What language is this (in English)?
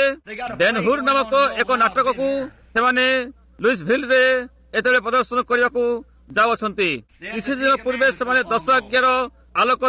Odia